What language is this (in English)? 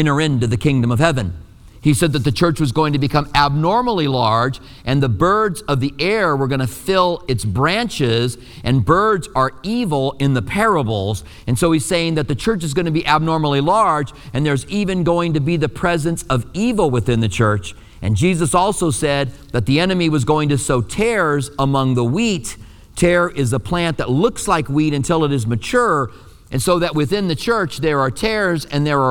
English